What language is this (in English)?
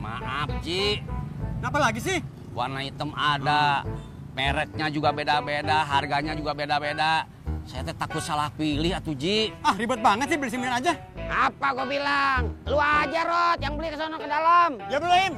Betawi